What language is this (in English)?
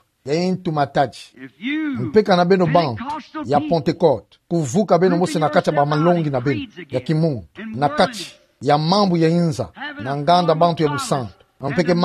Kituba (Democratic Republic of Congo)